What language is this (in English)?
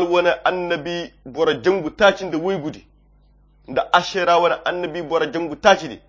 Koyra Chiini